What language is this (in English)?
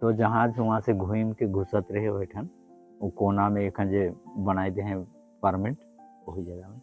Sadri